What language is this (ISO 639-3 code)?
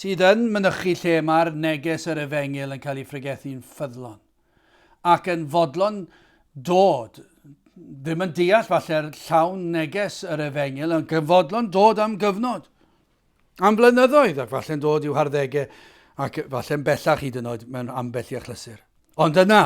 cym